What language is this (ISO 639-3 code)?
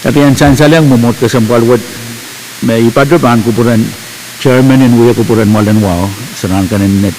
pon